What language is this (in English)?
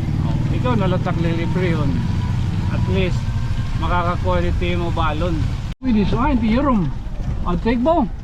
Waray